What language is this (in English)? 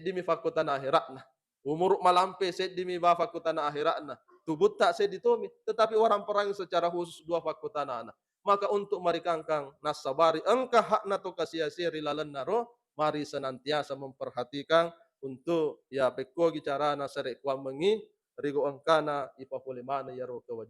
Buginese